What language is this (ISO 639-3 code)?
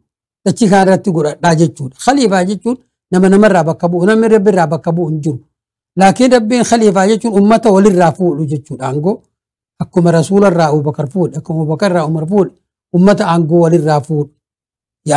orm